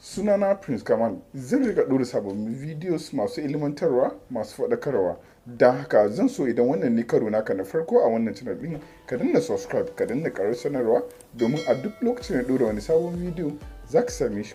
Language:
Hausa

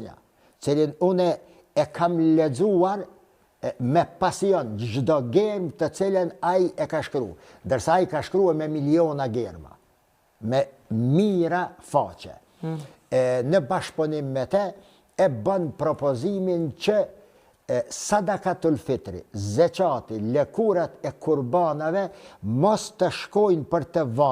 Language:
Albanian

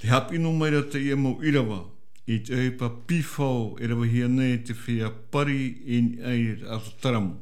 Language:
Tahitian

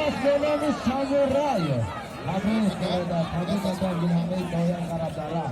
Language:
Tajik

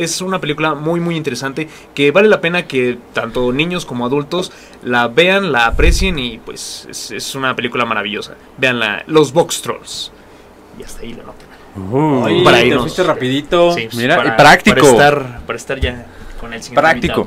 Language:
Spanish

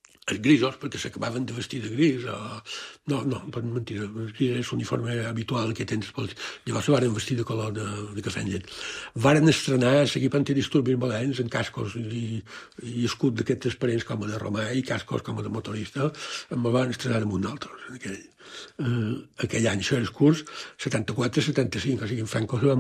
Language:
Catalan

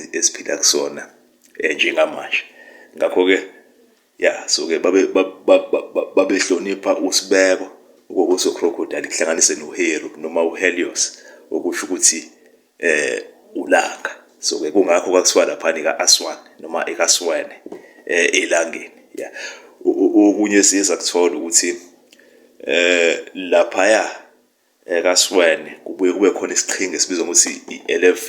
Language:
Zulu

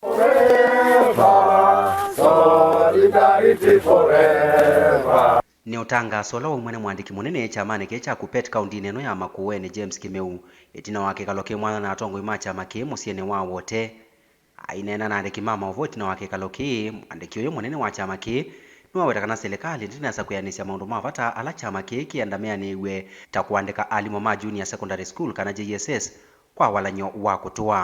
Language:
Kamba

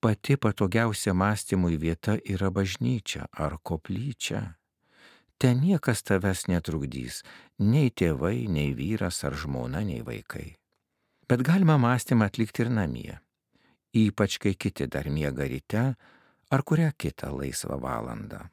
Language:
Lithuanian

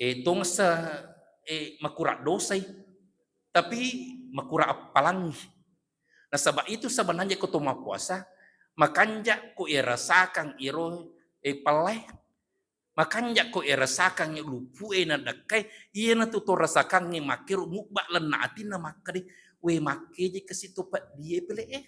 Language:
Buginese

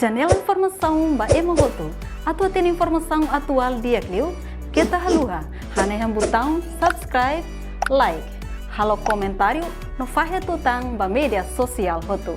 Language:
Tetum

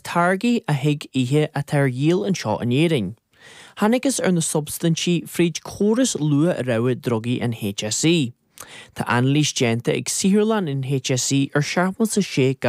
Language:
Irish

